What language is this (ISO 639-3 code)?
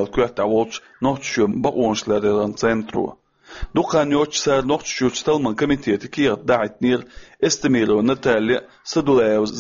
che